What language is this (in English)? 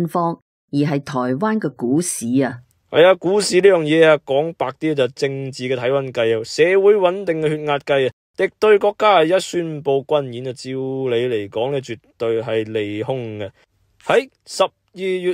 Cantonese